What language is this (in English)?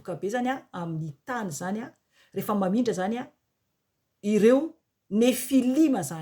Malagasy